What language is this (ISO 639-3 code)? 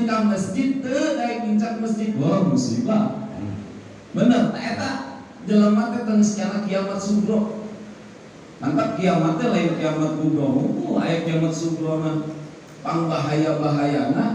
sun